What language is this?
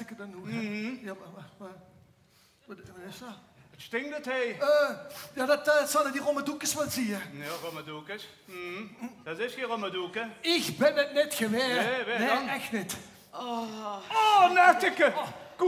Limburgish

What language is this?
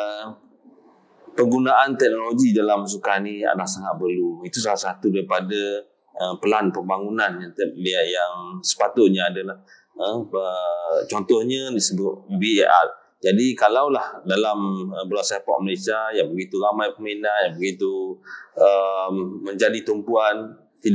Malay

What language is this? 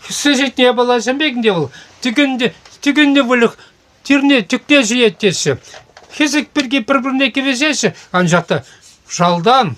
Chuvash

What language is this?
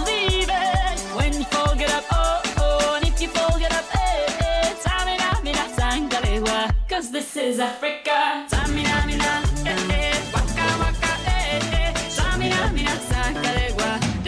Kara-Kalpak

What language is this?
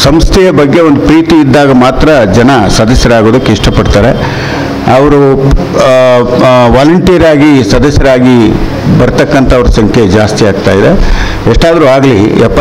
Kannada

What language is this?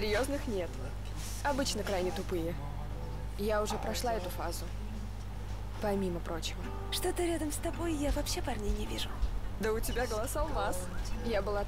Russian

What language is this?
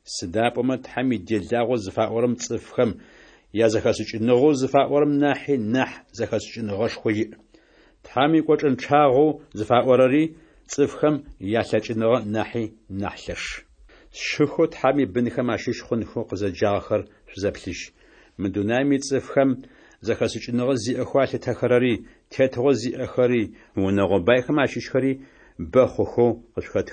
Adyghe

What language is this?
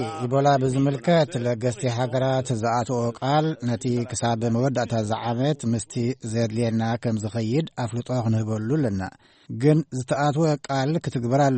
Tigrinya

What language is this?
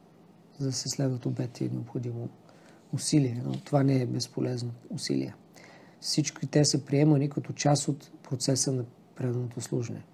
Bulgarian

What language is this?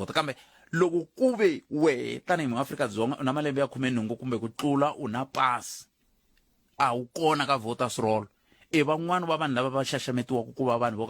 Tsonga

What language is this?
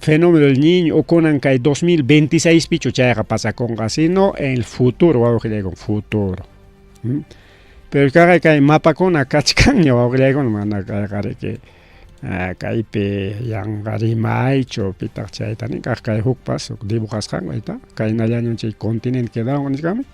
Ayacucho Quechua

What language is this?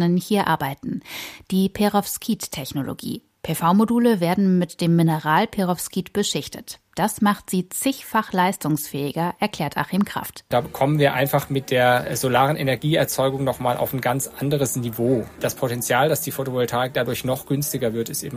German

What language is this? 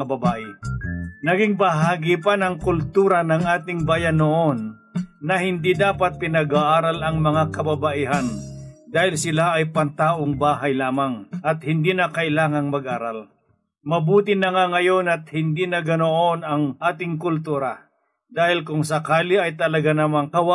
Filipino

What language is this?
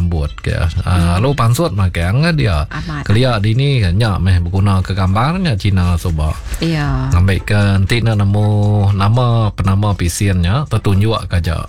Iban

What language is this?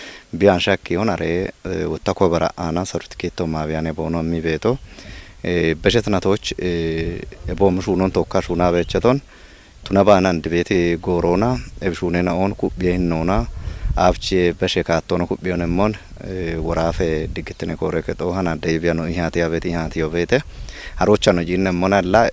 Kafa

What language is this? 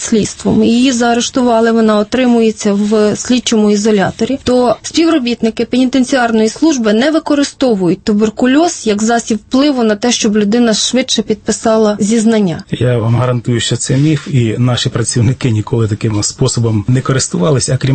Ukrainian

